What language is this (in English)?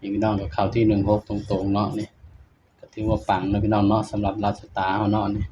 Northeastern Thai